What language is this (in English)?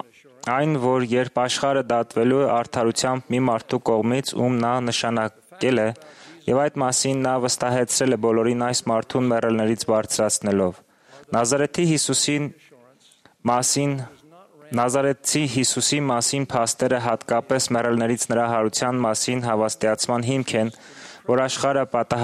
Armenian